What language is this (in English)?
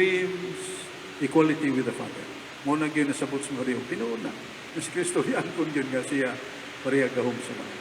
Cebuano